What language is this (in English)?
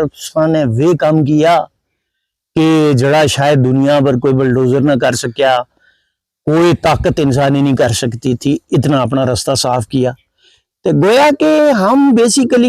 Gujari